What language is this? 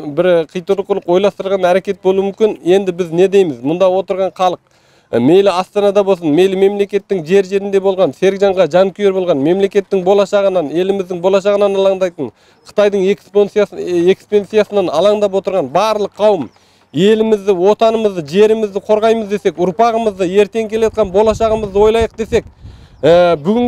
Kyrgyz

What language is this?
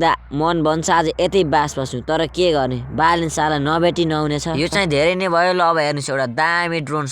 Nepali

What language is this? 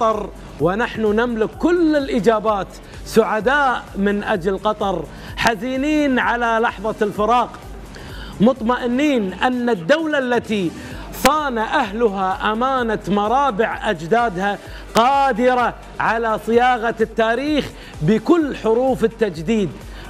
Arabic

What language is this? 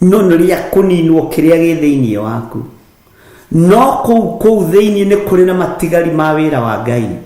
Kikuyu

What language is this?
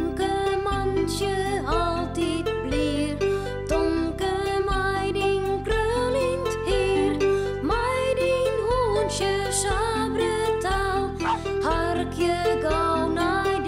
Western Frisian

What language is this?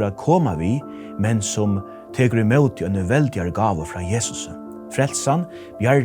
Faroese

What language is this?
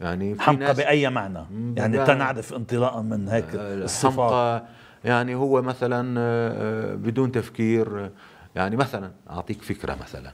North Levantine Arabic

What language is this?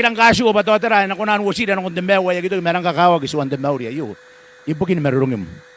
Gilbertese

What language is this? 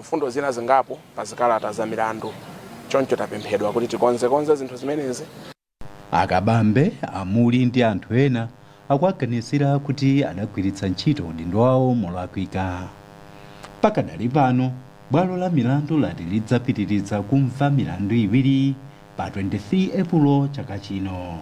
Nyanja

